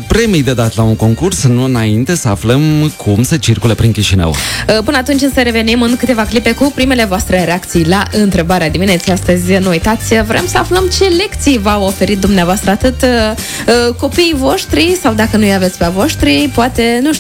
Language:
Romanian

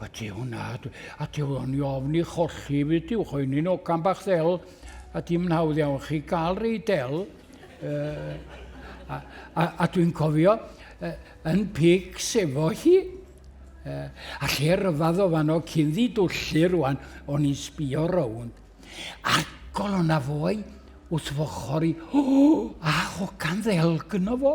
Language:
Welsh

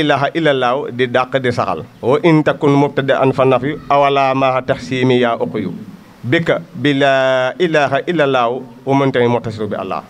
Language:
Wolof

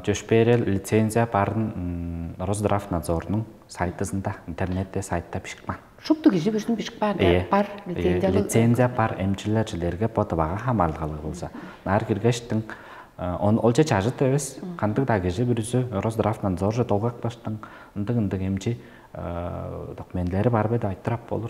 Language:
Tuvinian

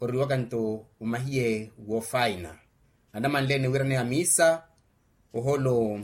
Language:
Makhuwa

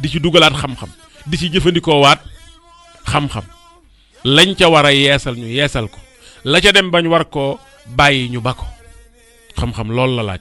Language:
Wolof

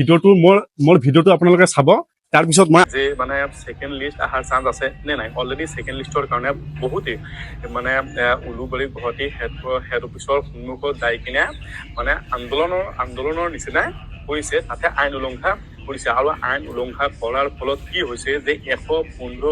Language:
Assamese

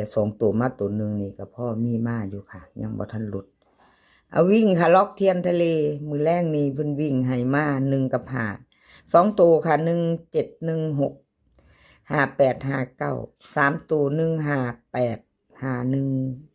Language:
Lao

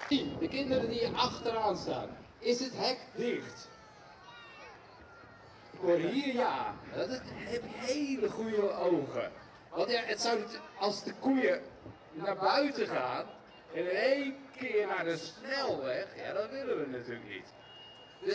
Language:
Dutch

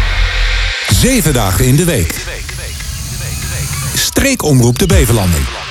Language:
Dutch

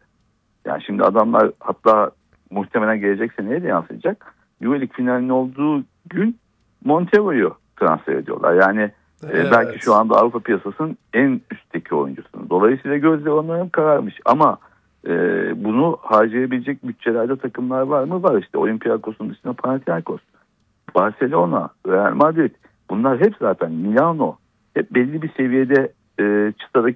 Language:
Turkish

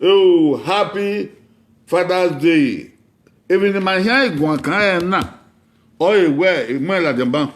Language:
Bini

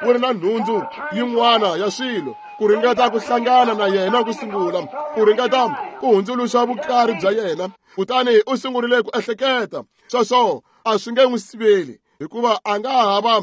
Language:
Tsonga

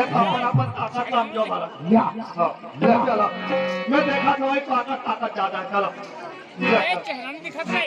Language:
Chhattisgarhi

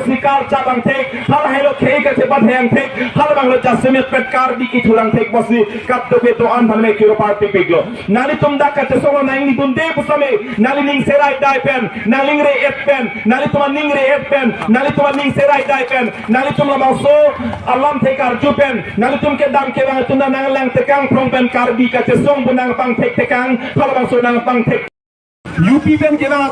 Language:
Karbi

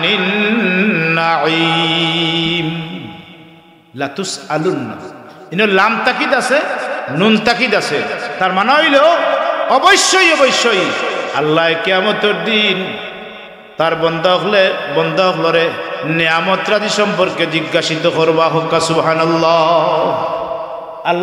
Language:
Sylheti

